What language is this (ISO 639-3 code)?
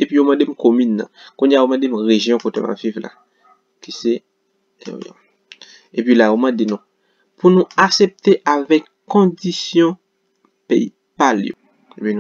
hat